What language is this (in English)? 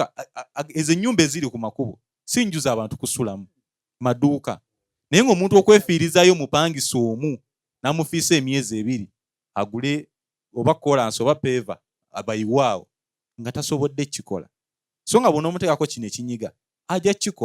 Ganda